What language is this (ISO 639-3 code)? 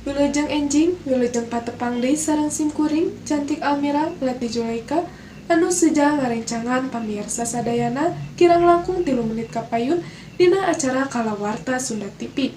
sun